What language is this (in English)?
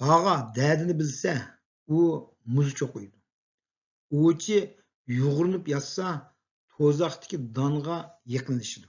Uyghur